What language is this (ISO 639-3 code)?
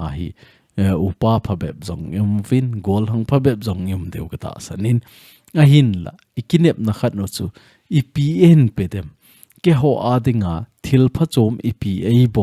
tcz